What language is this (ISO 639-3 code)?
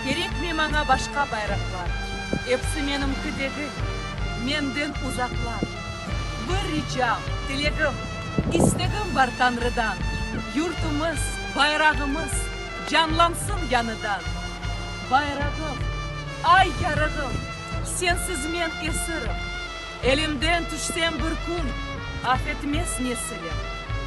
crh